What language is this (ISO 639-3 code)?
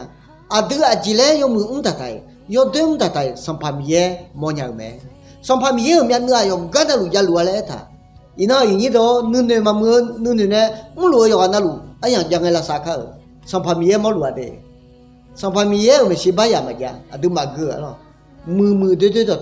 ahk